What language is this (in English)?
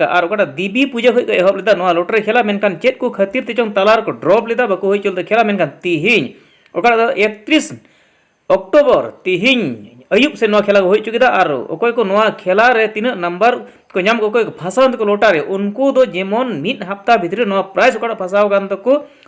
Santali